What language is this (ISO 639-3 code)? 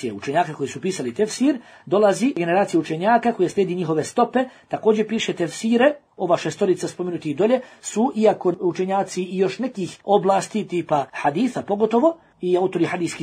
bos